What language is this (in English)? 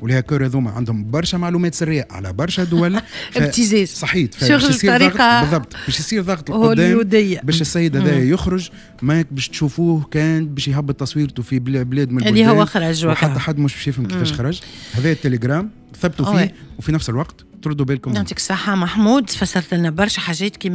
Tunisian Arabic